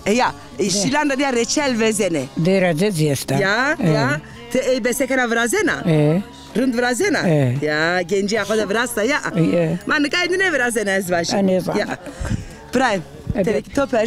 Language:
Zaza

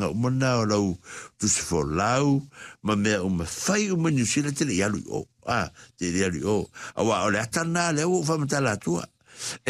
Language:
Samoan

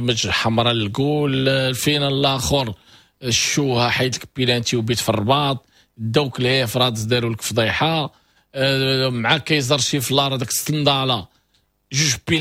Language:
Moroccan Arabic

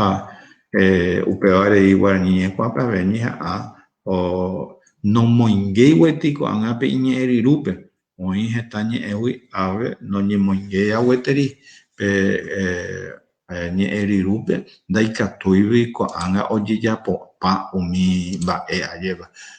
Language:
Guarani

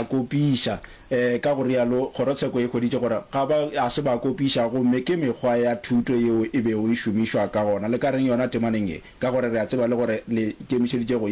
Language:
Northern Sotho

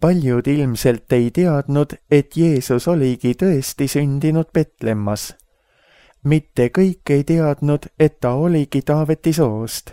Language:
Estonian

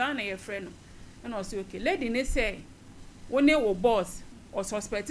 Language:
Akan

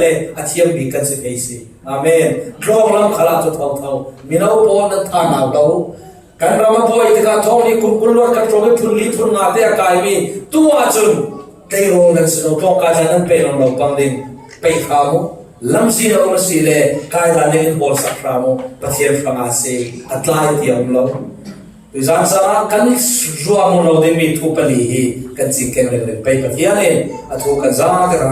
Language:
Falam Chin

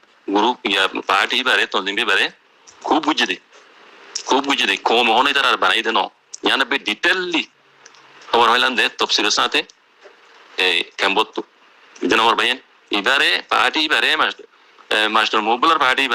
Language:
Rohingya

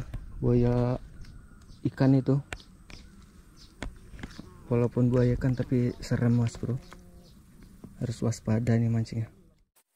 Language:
Indonesian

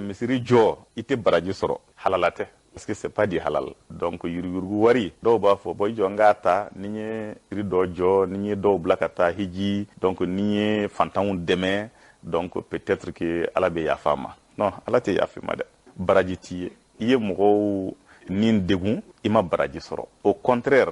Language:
Bambara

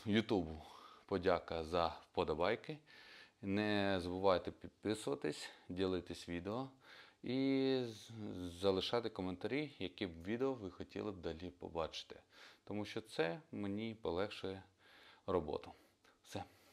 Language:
Ukrainian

